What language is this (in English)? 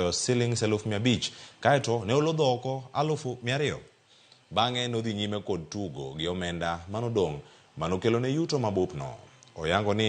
Luo (Kenya and Tanzania)